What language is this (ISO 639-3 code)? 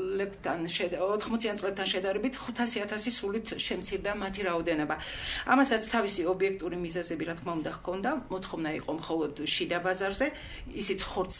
kat